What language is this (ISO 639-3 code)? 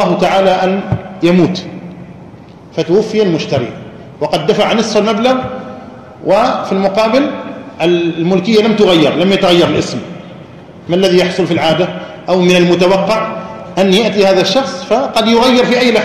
ara